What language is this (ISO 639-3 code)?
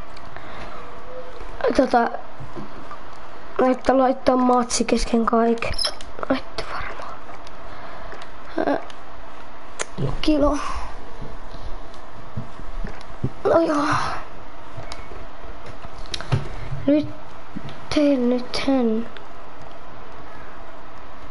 fin